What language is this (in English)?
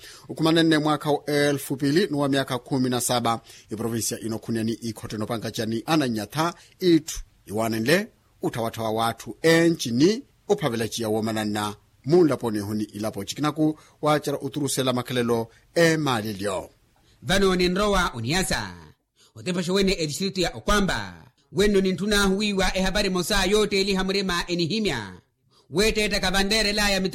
Makhuwa